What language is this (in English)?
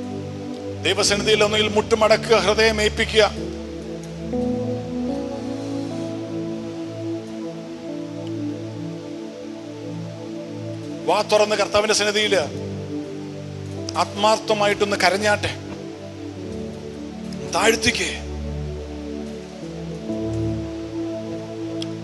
Malayalam